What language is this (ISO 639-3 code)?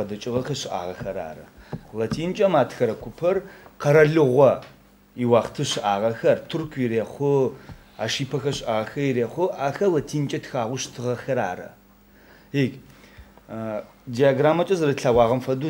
ady